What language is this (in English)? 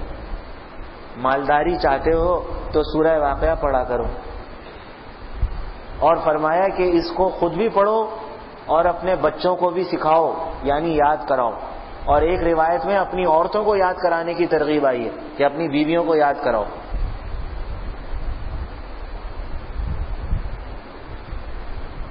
Urdu